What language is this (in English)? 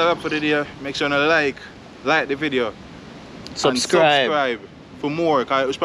Jamaican Creole English